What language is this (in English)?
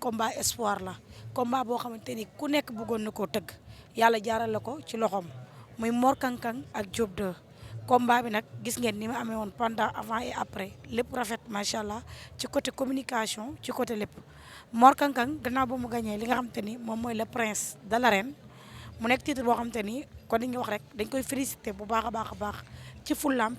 Wolof